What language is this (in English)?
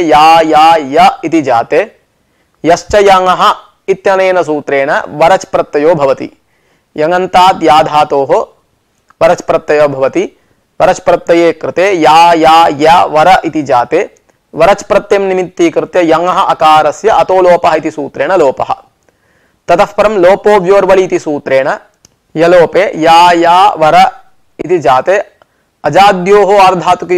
Sanskrit